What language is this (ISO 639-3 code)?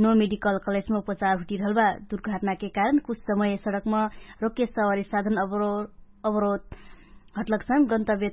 thl